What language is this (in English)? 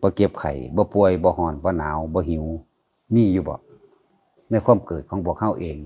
Northeastern Thai